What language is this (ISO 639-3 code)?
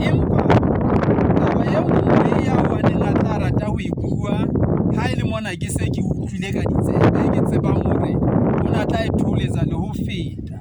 sot